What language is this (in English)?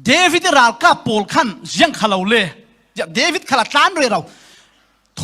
Falam Chin